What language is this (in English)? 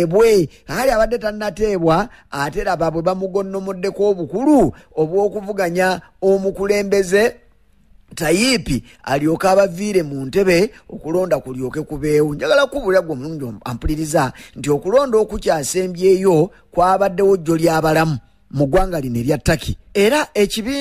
Ganda